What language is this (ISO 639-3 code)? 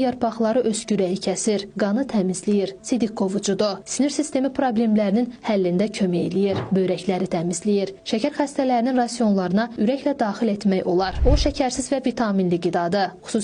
aze